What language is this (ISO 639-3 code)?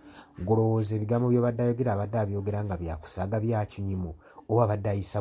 lug